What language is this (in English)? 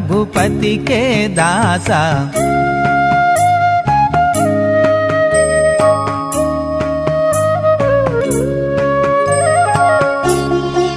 Telugu